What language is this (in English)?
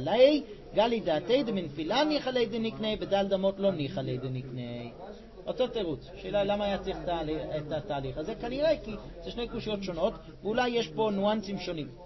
Hebrew